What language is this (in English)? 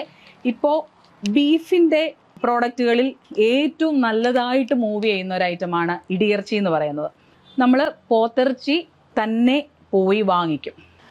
Malayalam